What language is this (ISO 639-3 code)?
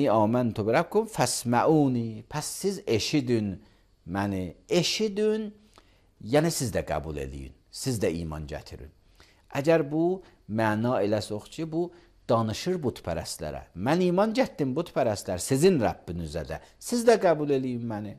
aze